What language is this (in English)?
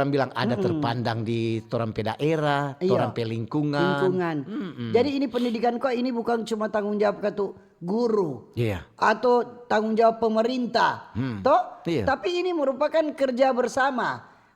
Manado Malay